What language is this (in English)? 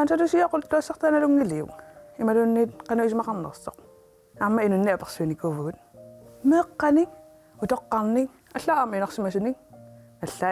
Kalaallisut